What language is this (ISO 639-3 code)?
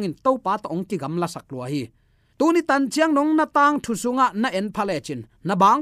ctd